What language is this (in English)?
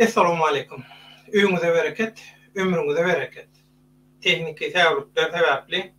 Turkmen